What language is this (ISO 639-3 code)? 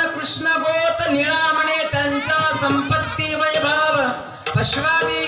mar